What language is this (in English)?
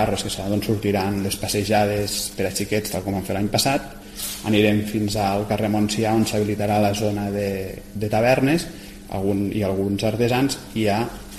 Catalan